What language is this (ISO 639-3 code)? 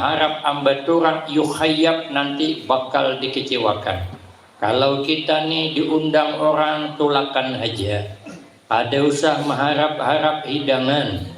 bjn